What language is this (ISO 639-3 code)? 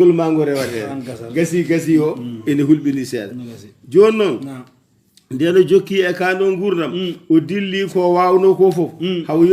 ful